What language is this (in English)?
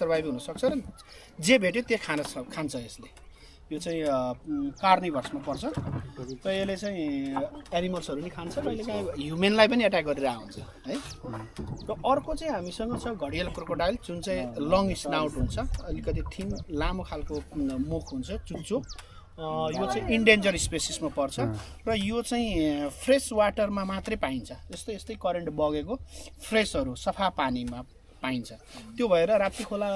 Nepali